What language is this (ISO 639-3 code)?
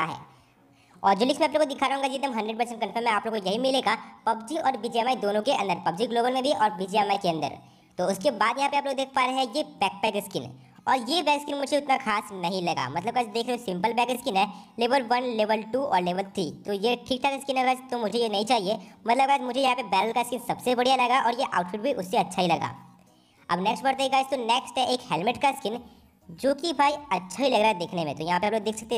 hin